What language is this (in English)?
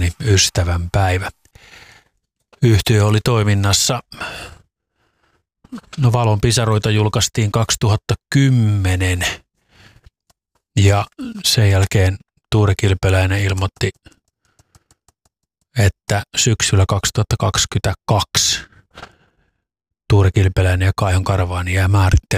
Finnish